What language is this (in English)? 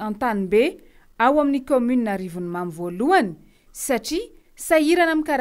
Malagasy